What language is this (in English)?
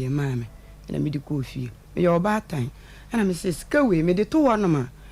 Akan